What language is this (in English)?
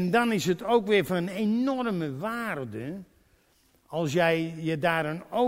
Dutch